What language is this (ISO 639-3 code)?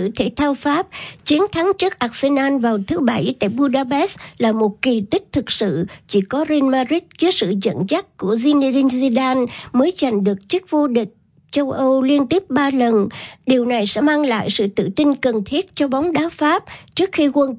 vie